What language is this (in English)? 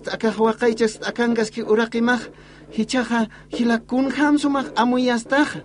Aymara